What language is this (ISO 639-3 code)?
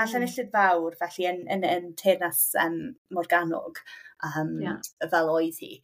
cym